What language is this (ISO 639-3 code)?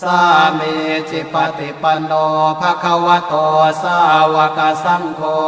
pli